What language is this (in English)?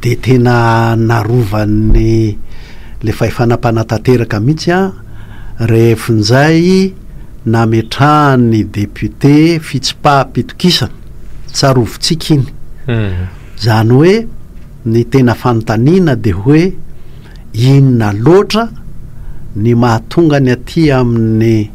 Malagasy